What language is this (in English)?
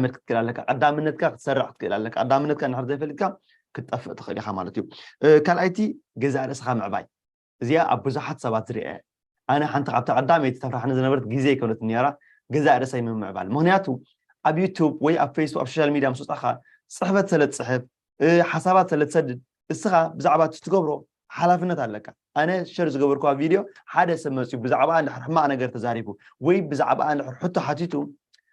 Tigrinya